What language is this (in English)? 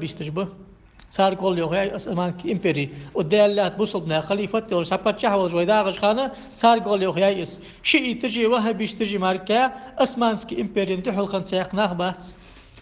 Ingush